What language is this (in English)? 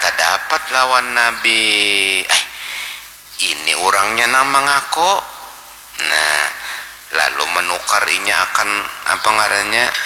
Banjar